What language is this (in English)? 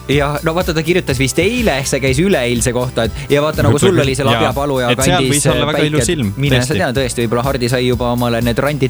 Estonian